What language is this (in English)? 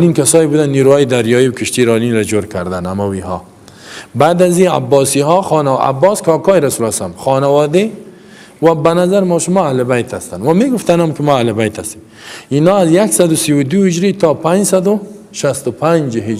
Persian